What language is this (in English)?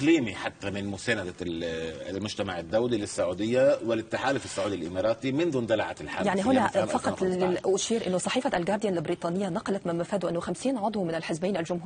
Arabic